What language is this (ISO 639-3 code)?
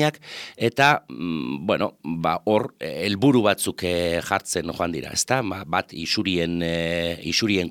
eus